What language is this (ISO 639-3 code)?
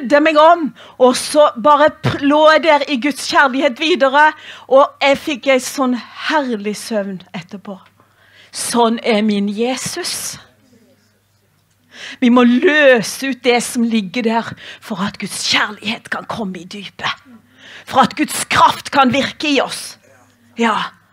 nor